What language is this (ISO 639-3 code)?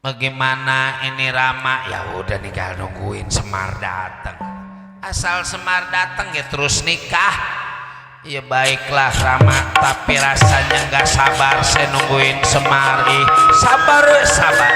bew